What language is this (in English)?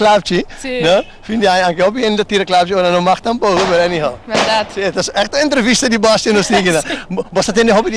Papiamento